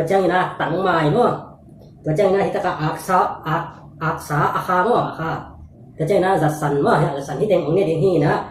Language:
Tedim Chin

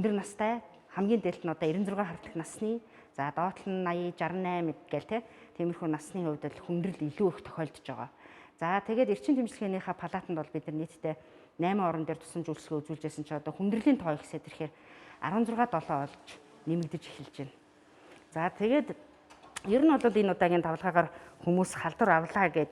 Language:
Mongolian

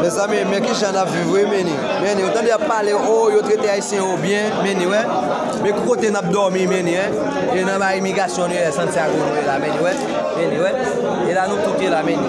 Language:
Haitian Creole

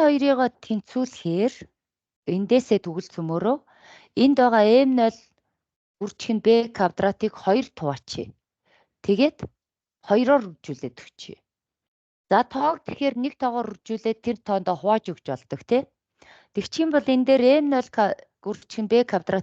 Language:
Mongolian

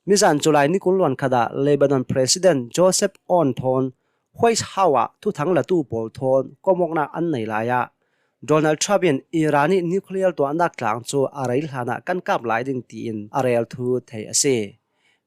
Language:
Hakha Chin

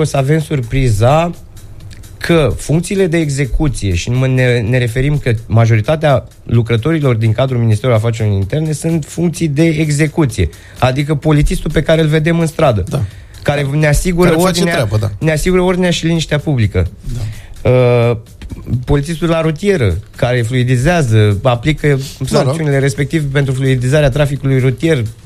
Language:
Romanian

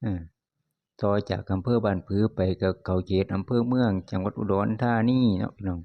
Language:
Lao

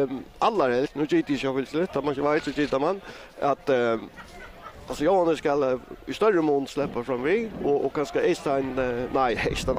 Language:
Faroese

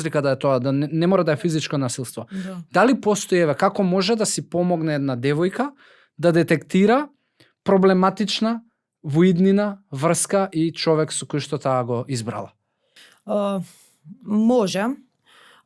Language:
Macedonian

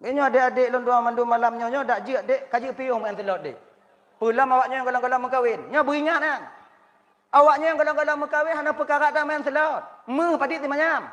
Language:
Achinese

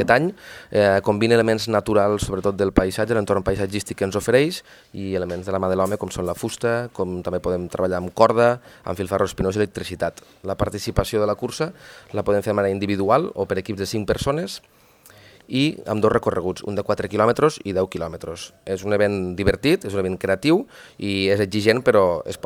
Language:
Catalan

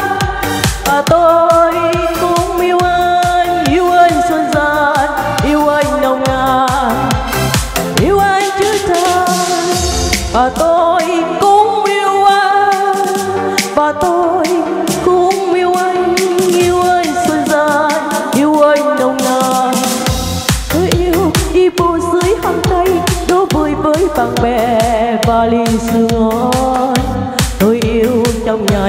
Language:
Vietnamese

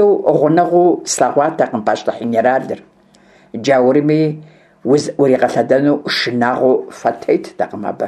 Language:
Kabardian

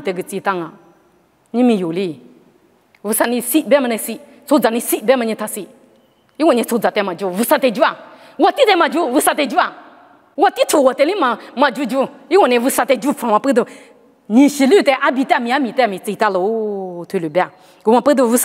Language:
Lisu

